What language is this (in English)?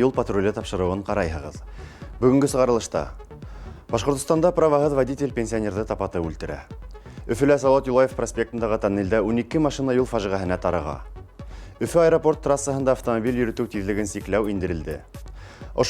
Bashkir